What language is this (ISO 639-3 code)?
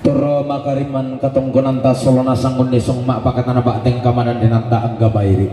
sda